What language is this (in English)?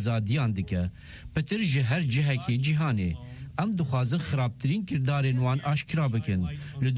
Kurdish